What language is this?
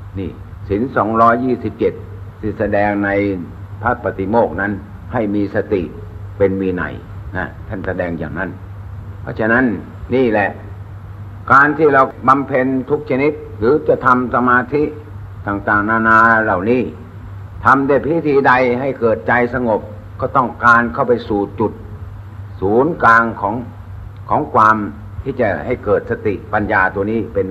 Thai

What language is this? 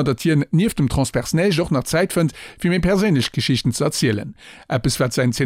Luxembourgish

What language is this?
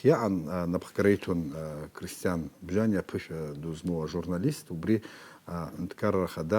Abkhazian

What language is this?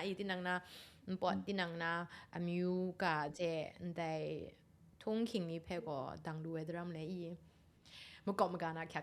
Kachin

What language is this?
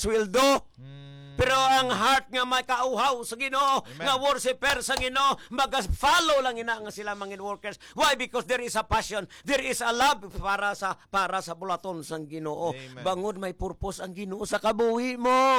Hiligaynon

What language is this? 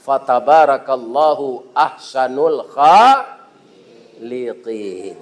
Minangkabau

